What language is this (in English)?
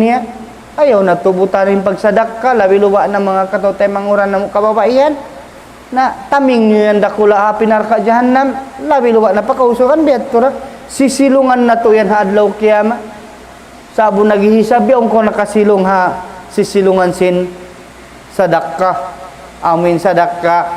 Tausug